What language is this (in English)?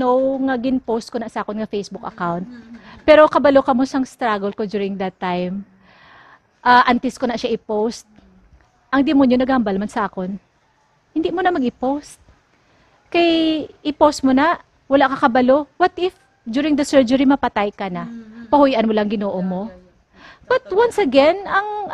Hiligaynon